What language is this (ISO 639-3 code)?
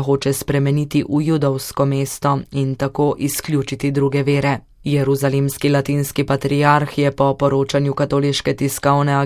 slv